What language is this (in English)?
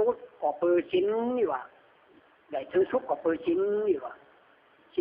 Lü